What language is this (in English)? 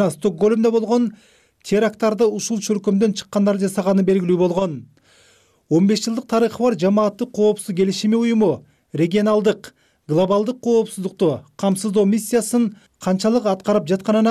Kyrgyz